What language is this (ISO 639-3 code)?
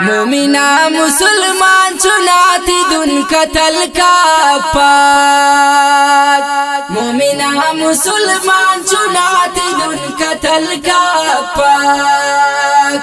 brh